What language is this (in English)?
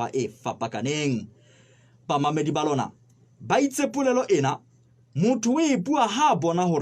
Southern Sotho